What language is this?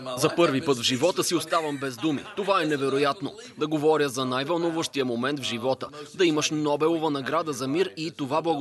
Bulgarian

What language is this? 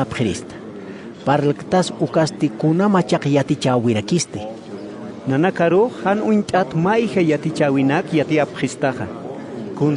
Aymara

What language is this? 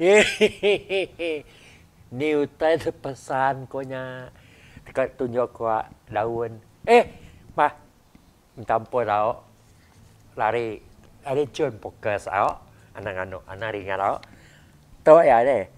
Iban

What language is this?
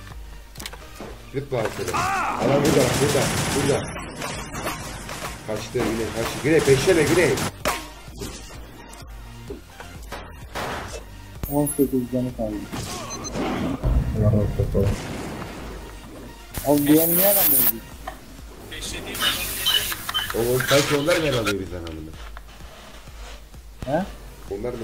Turkish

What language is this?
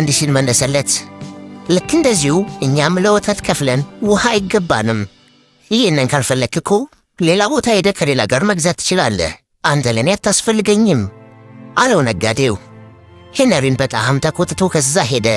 Amharic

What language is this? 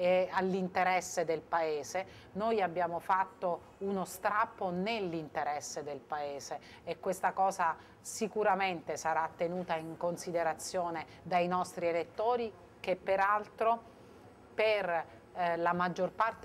Italian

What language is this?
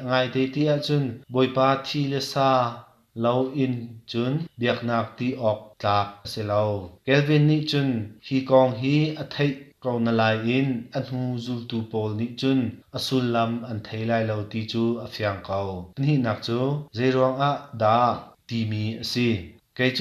Hakha Chin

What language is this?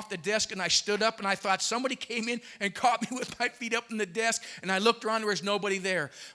English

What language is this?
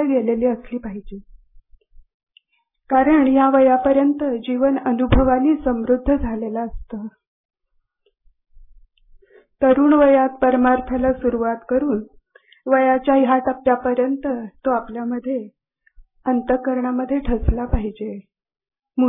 Marathi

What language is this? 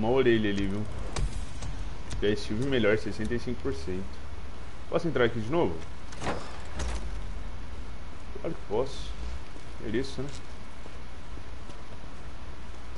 Portuguese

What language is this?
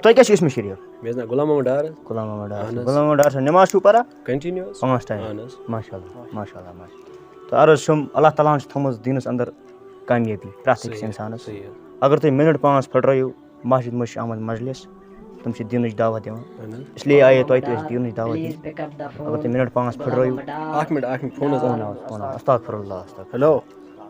Kashmiri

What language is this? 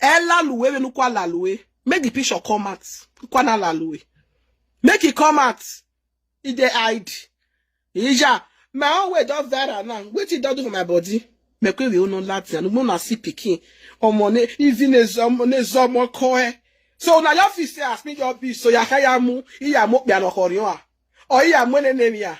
Nigerian Pidgin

